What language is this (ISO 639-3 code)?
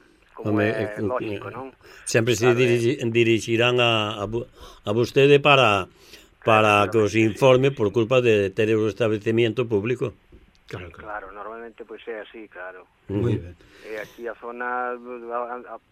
glg